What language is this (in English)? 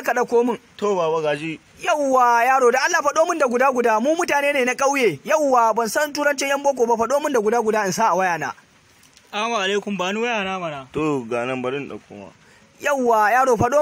Hausa